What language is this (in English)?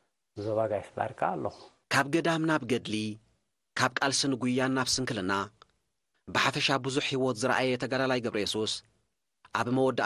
Tigrinya